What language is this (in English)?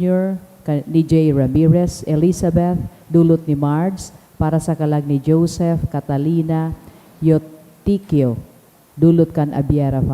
Bikol